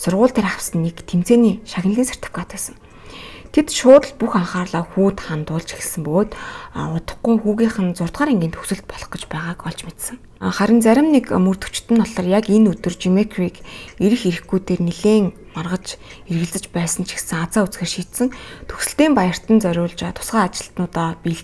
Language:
Mongolian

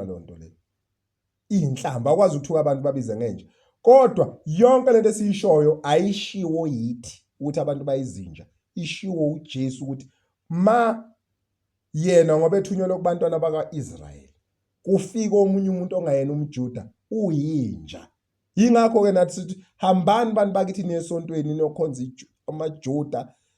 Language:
Zulu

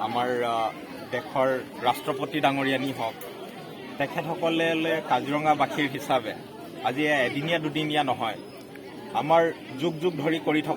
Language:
Assamese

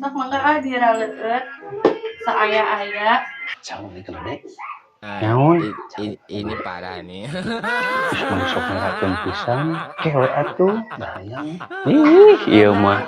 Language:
Sundanese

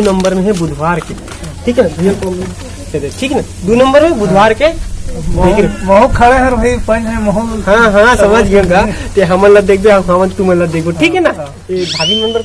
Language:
Chhattisgarhi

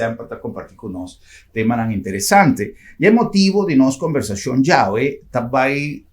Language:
Papiamento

